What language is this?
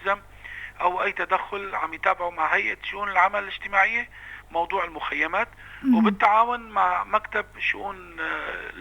North Levantine Arabic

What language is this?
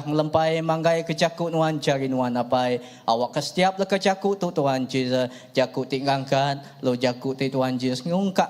Iban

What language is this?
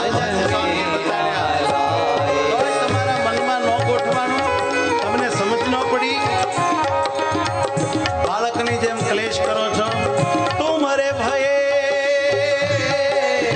Gujarati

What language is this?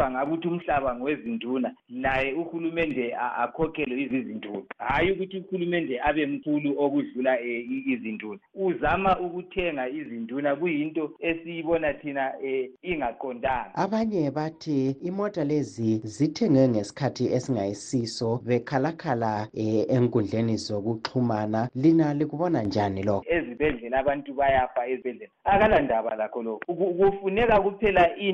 North Ndebele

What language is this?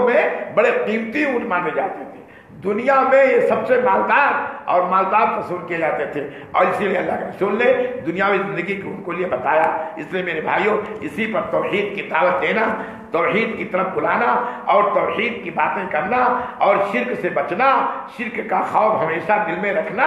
Urdu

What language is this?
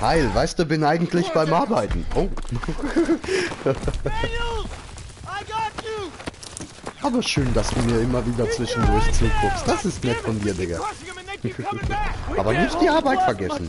Swiss German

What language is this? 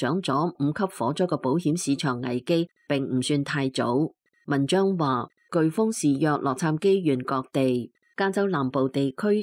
Cantonese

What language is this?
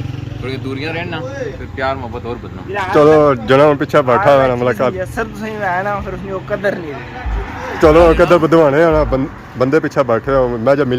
Pahari-Potwari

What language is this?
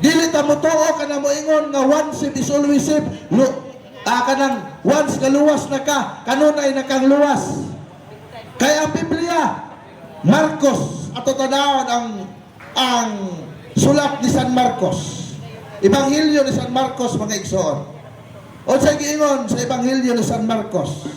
Cebuano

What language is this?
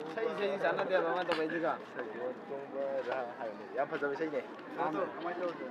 Manipuri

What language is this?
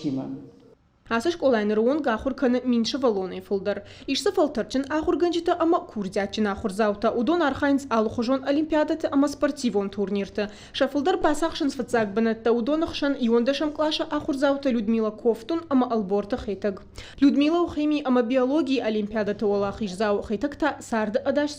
Ossetic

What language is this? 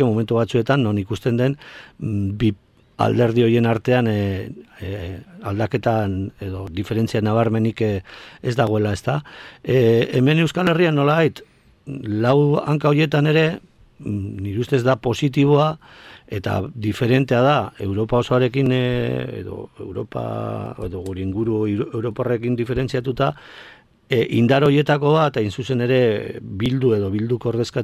Basque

